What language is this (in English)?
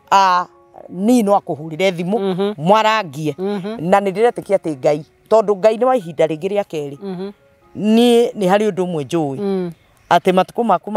Kikuyu